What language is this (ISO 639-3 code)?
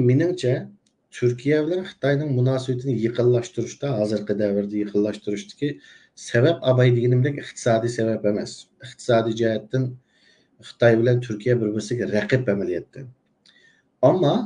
uig